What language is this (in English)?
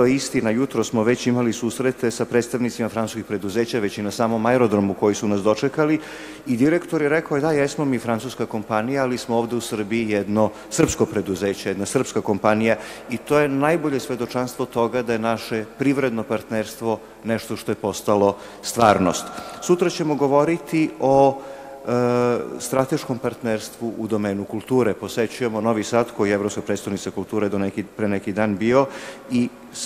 Serbian